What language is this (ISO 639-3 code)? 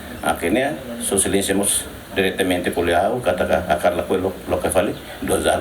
tet